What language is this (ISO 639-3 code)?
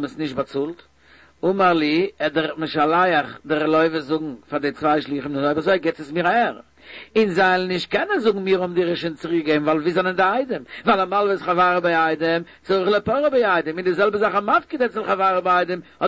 yid